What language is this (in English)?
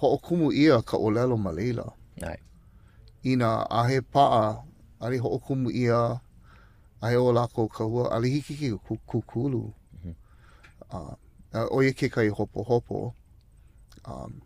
Hawaiian